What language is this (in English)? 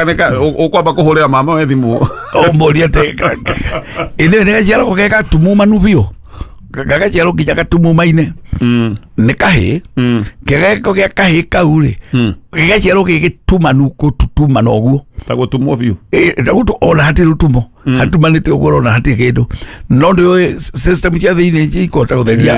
Kikuyu